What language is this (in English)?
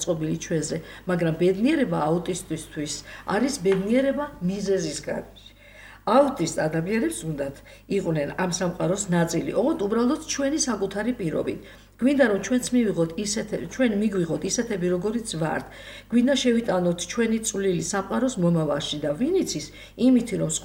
Georgian